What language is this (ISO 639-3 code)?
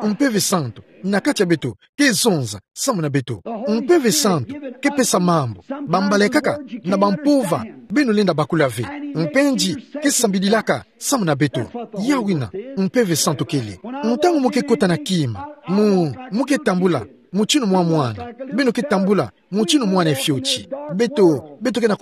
ktu